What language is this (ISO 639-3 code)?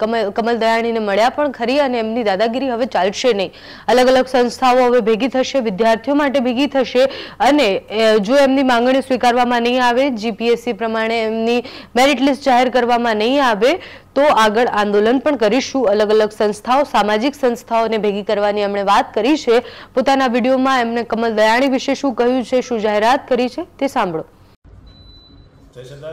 guj